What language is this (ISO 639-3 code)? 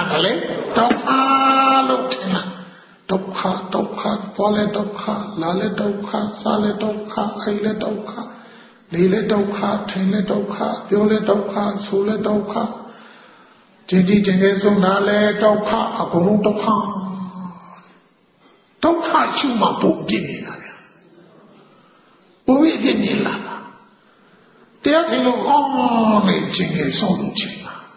mya